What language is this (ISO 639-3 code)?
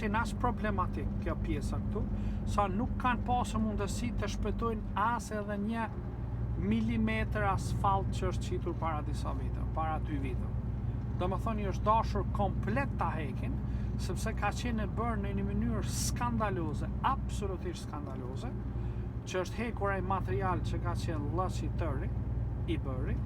sqi